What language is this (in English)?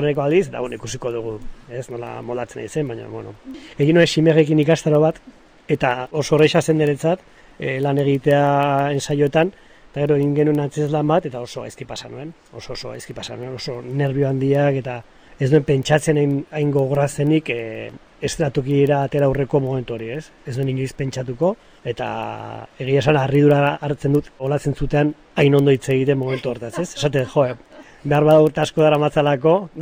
Basque